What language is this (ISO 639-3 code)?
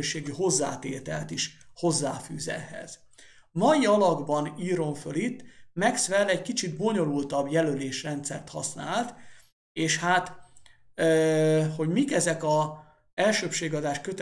hun